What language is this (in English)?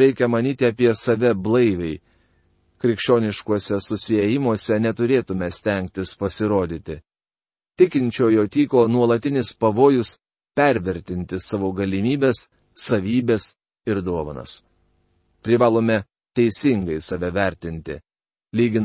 Lithuanian